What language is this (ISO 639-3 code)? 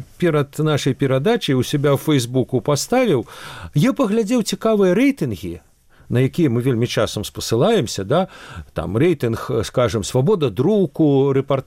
bel